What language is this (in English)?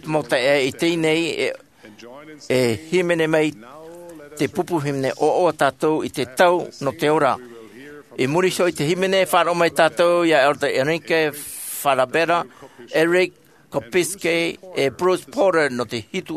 Tahitian